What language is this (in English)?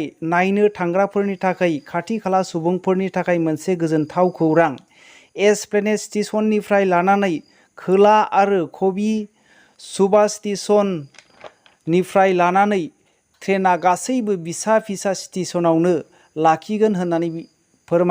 Bodo